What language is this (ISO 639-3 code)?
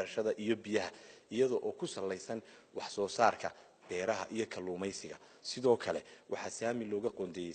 som